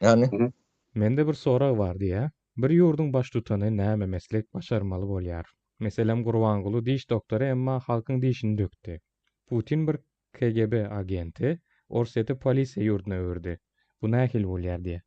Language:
Turkmen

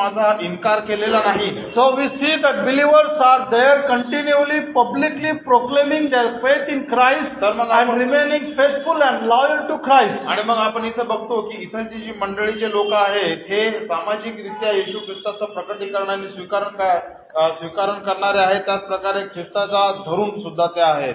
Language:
Marathi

